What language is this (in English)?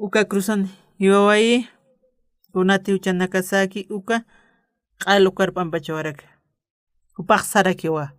Aymara